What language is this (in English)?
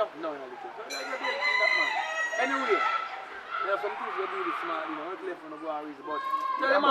Jamaican Creole English